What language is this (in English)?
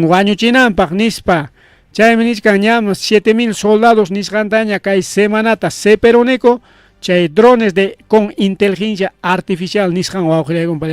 Ayacucho Quechua